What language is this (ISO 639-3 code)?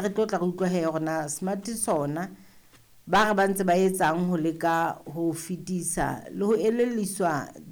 sot